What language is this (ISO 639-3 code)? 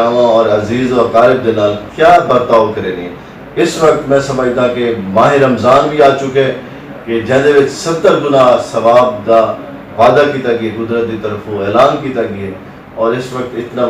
lah